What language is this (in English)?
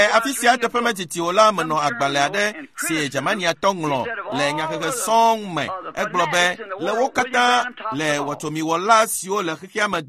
Ewe